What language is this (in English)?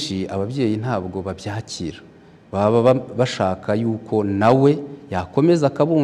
Kinyarwanda